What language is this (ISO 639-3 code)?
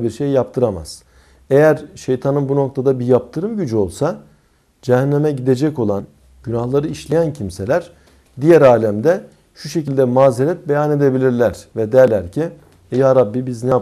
tur